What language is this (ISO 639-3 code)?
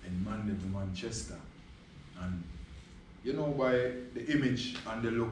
jam